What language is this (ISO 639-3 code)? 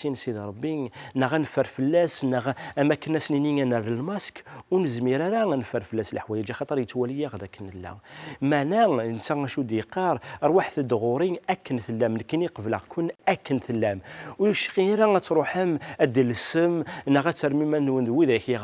kab